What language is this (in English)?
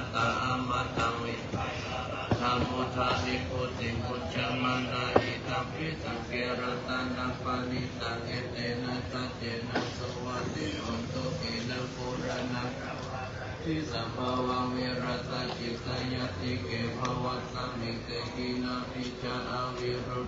Pali